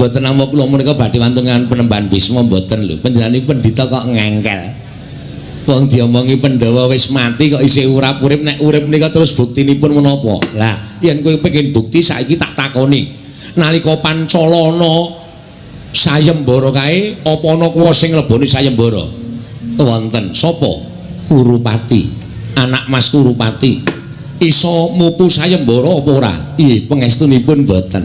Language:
Javanese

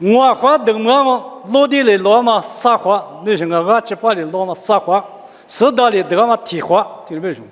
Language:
Lisu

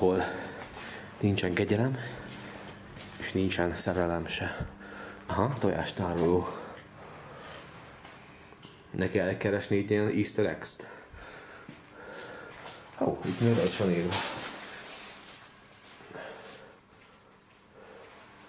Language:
Hungarian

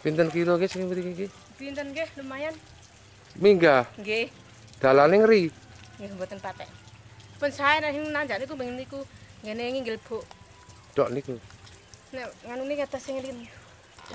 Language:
Javanese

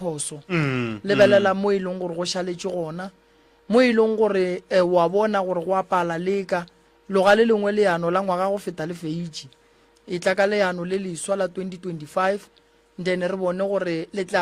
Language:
Northern Sotho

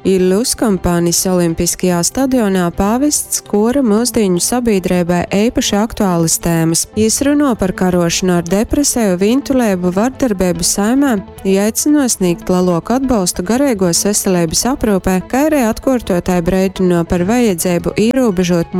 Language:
Latgalian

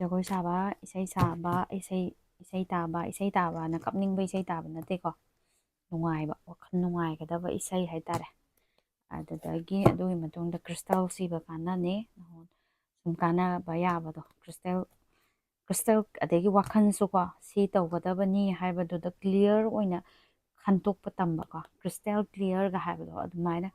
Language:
Manipuri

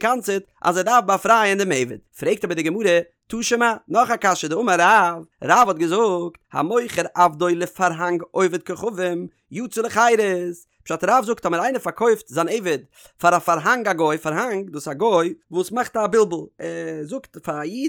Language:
Yiddish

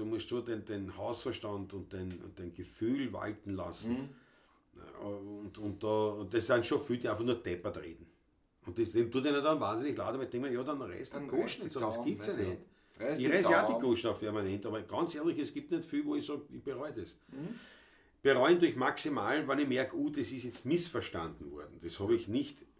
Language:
Bavarian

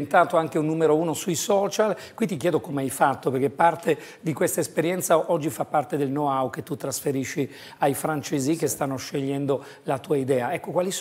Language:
Italian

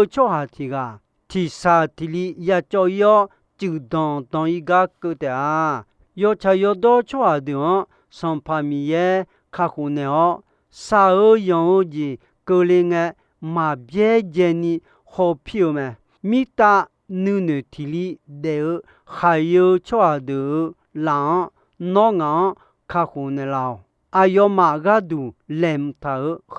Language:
Akha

